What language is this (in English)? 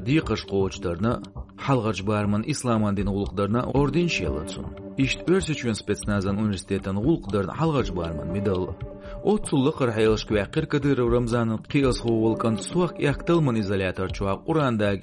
Chechen